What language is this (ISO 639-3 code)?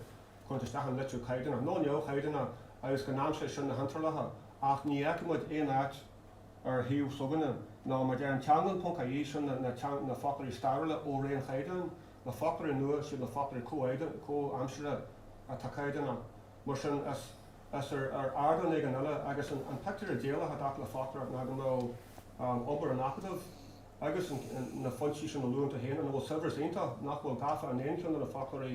gle